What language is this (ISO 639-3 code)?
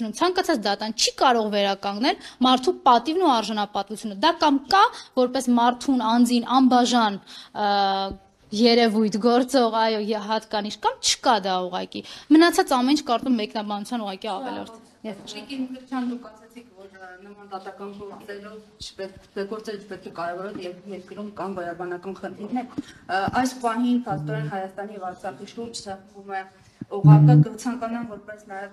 hye